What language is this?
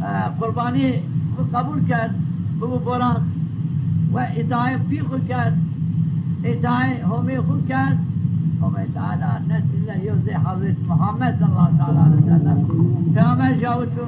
Zaza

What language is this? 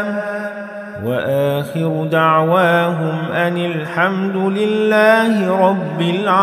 Arabic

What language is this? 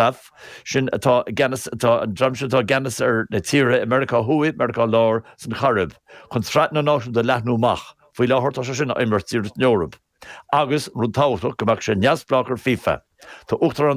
Irish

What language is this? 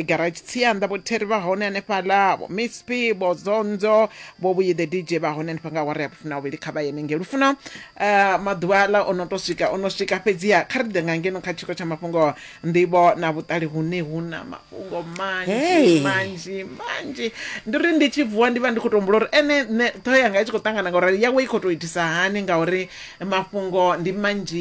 Venda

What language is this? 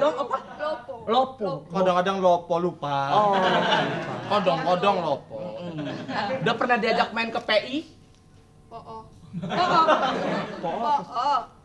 Betawi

